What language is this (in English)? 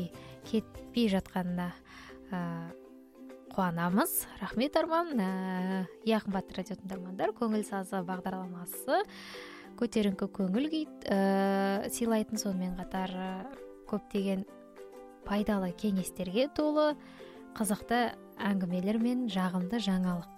Kazakh